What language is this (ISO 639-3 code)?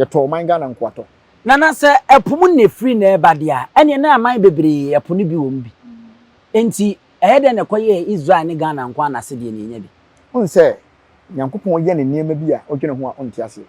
aka